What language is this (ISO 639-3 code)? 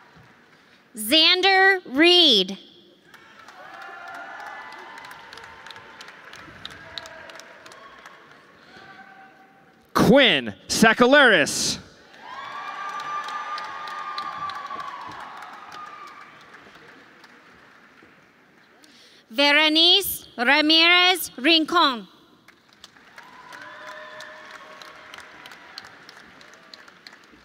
eng